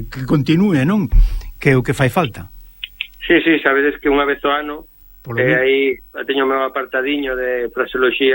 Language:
Galician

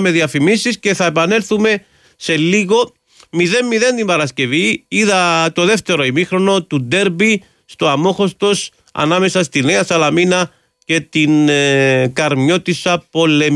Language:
Greek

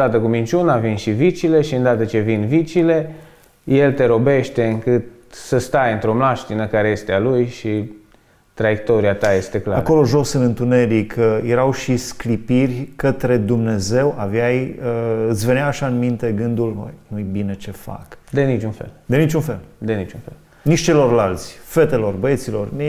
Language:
Romanian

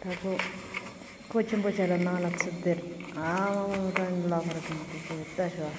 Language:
Tibetan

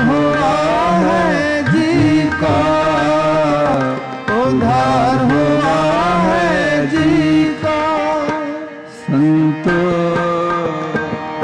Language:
Punjabi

